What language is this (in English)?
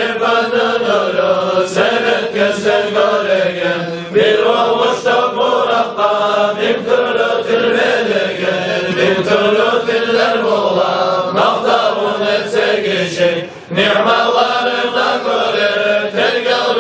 Kumyk